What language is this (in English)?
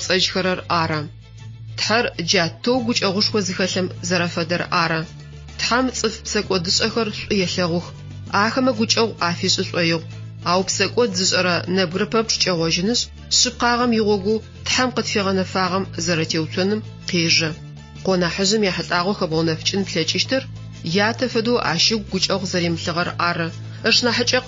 Adyghe